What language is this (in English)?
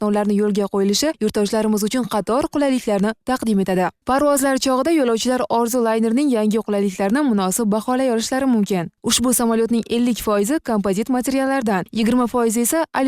Uzbek